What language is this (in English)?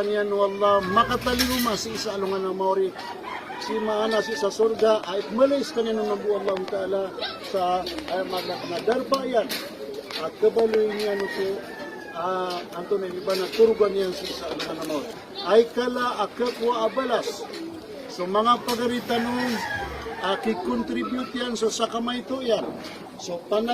Maranao